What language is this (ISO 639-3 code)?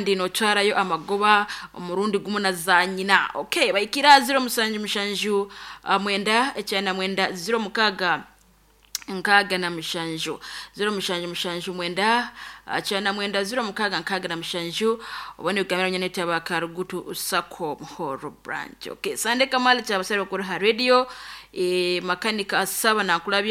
nyo